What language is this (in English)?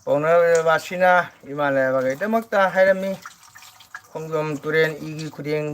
Manipuri